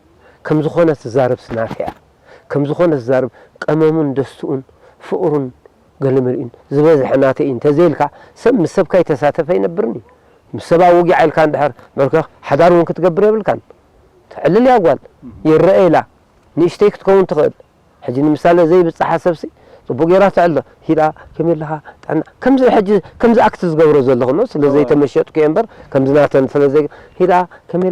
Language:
Tigrinya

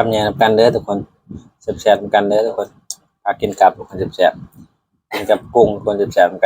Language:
Northeastern Thai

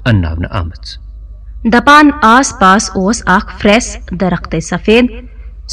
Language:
Kashmiri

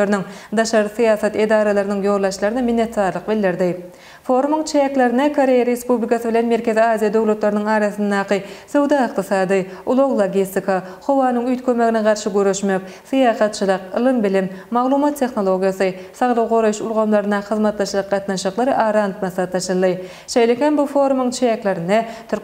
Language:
Turkmen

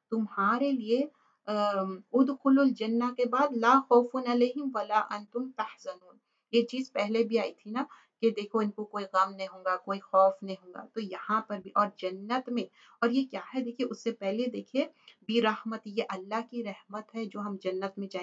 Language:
Urdu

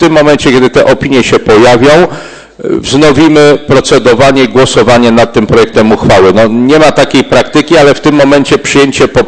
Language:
Polish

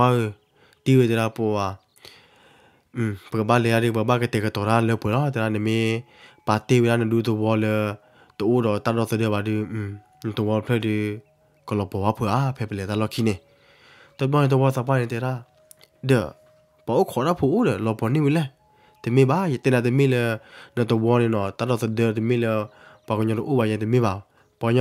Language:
S'gaw Karen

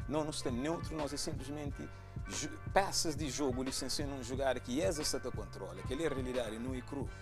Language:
Kabuverdianu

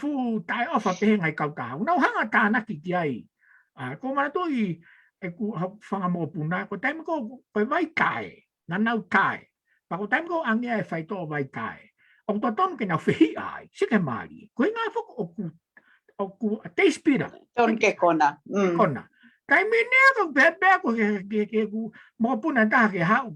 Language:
Tongan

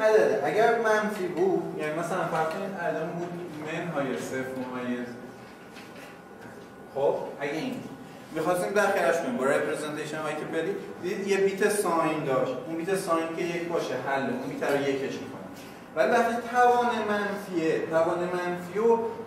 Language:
Persian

